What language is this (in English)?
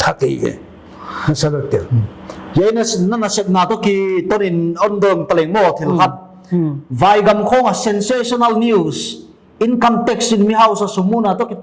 Paite Chin